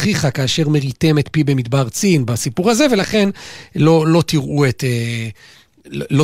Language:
Hebrew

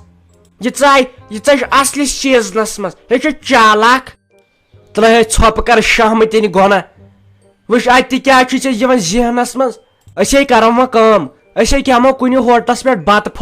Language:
Kashmiri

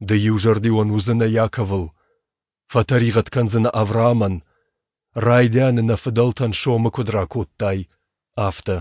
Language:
Ossetic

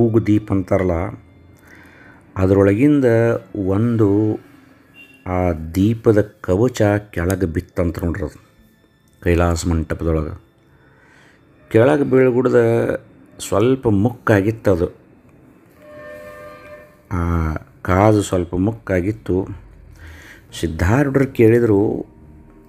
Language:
Kannada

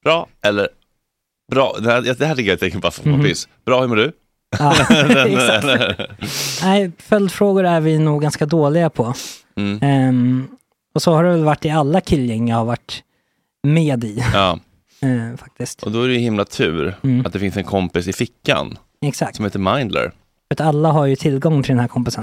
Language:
Swedish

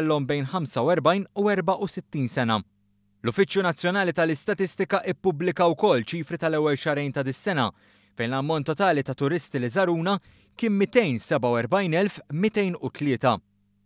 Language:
Maltese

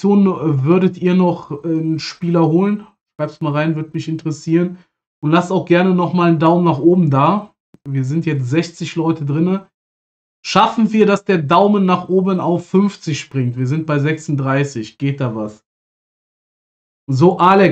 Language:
German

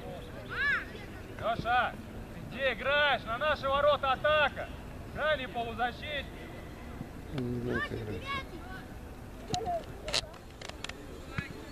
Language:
Russian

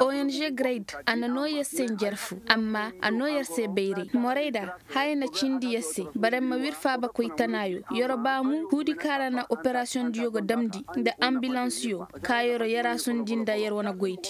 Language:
Koyraboro Senni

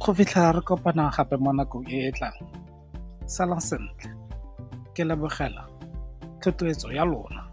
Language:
Tswana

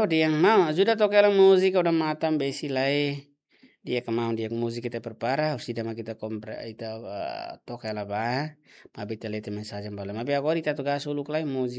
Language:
Tetum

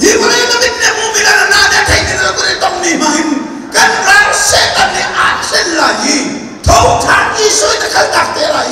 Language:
Hakha Chin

